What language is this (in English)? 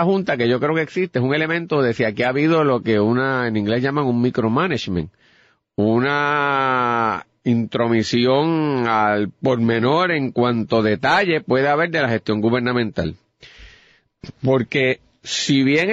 Spanish